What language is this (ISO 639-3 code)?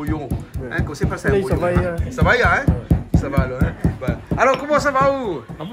rcf